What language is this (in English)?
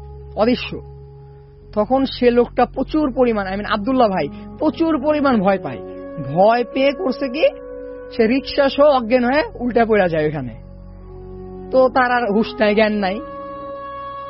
Bangla